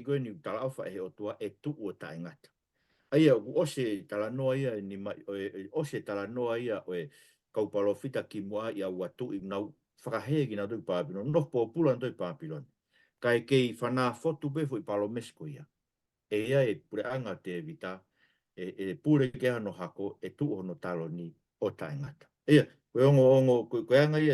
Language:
Tongan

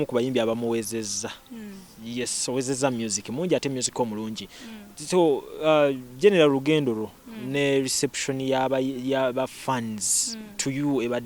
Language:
Ganda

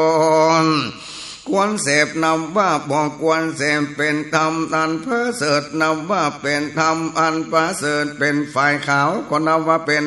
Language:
Northern Thai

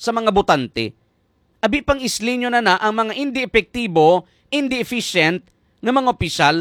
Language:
Hiligaynon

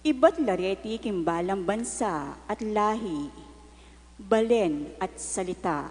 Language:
Pampanga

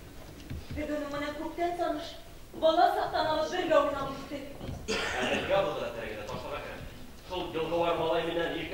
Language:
Bashkir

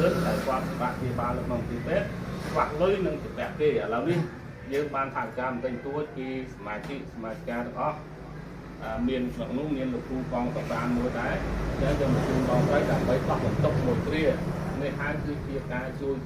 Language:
Khmer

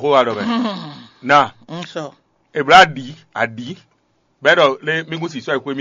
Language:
Fon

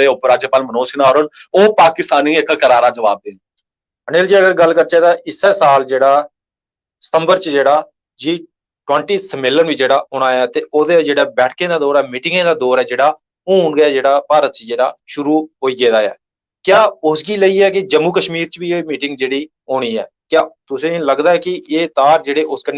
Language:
Dogri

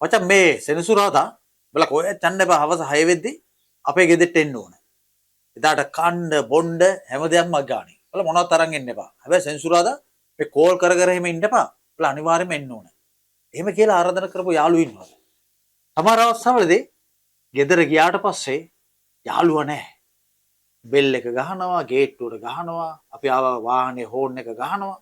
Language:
Sinhala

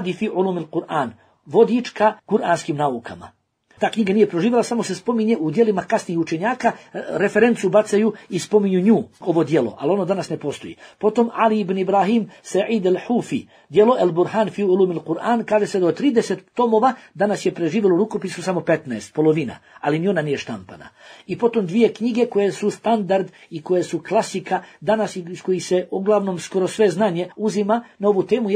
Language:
Bosnian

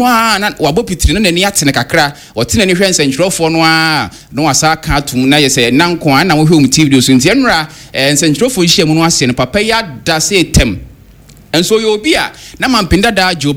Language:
Akan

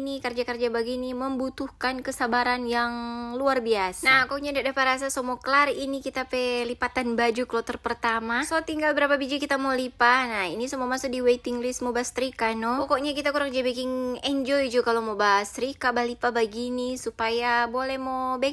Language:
Manado Malay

